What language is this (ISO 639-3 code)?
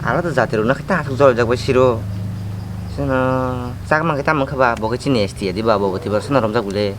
trp